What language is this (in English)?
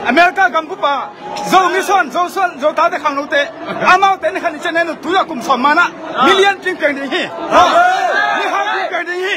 Tedim Chin